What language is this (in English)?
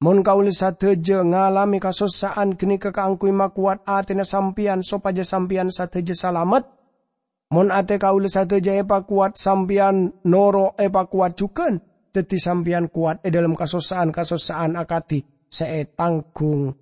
Madurese